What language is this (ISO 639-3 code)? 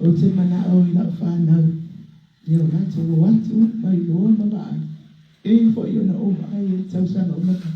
smo